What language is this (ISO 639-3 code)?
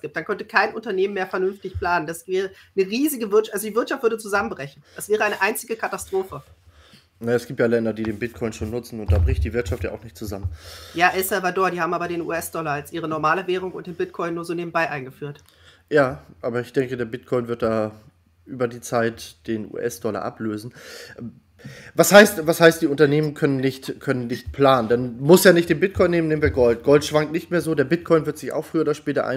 deu